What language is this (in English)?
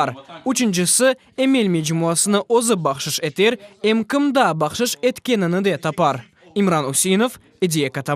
Crimean Tatar